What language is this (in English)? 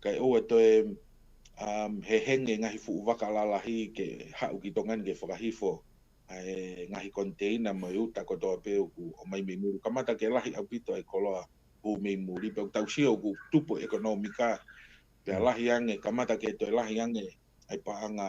Tongan